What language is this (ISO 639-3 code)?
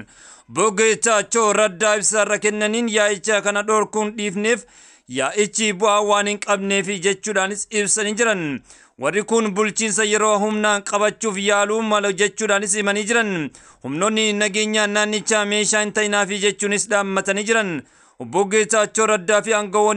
orm